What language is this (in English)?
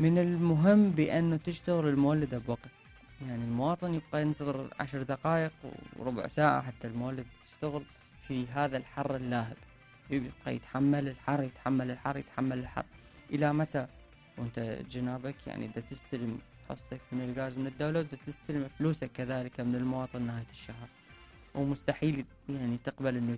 Mesopotamian Arabic